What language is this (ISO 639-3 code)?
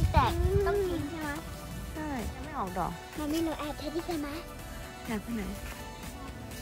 tha